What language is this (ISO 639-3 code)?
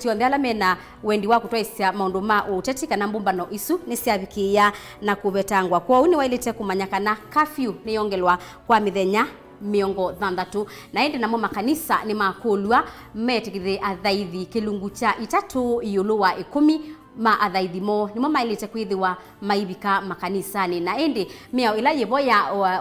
kam